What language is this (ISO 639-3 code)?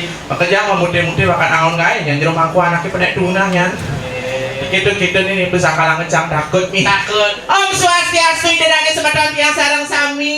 ban